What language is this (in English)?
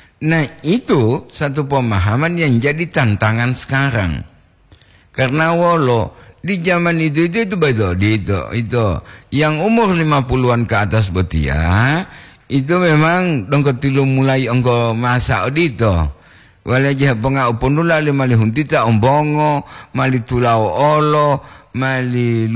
Gorontalo